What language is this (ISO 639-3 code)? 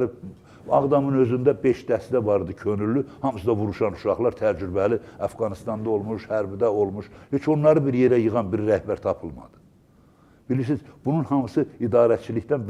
aze